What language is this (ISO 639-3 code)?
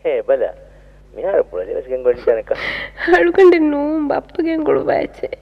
div